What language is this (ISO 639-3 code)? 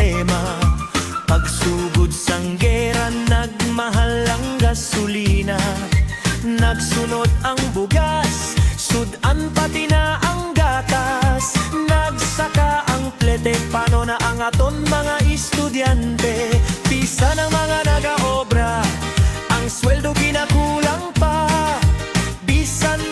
hil